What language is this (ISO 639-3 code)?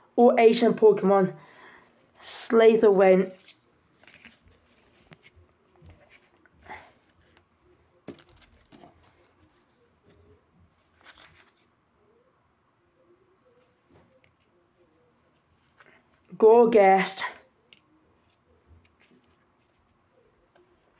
eng